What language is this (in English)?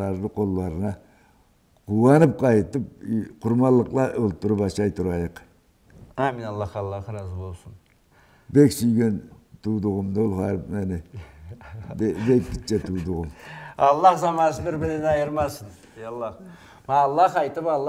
Karachay-Balkar